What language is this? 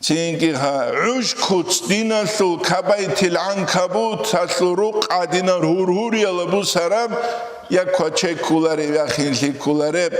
Avaric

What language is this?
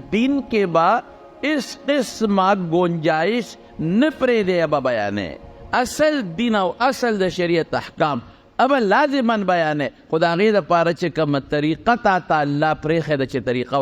Pashto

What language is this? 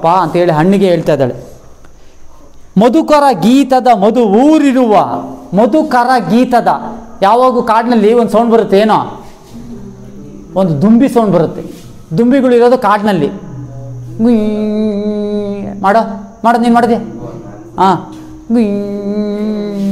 Kannada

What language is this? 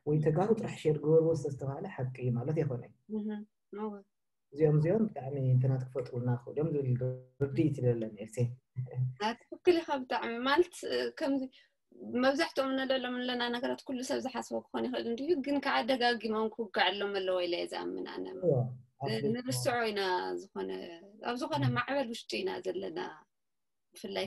Tigrinya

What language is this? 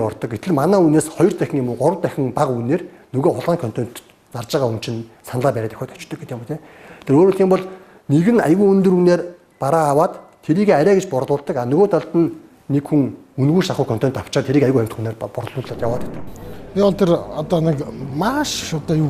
Mongolian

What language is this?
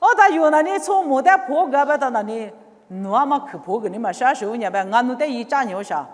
Lisu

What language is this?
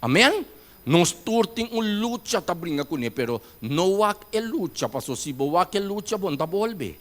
Papiamento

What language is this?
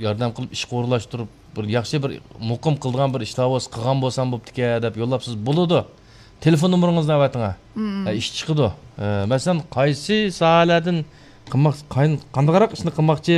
Uyghur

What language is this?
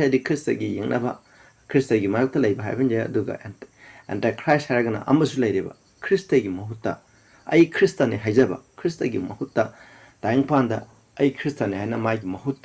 Manipuri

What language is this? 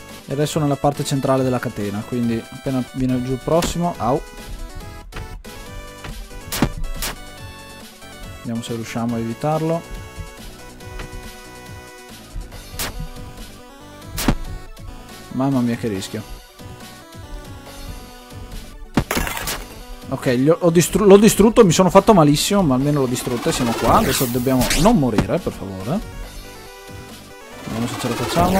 Italian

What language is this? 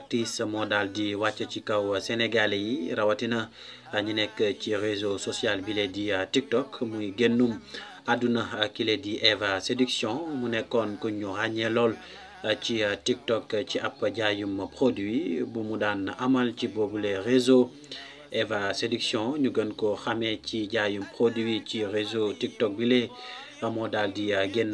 Wolof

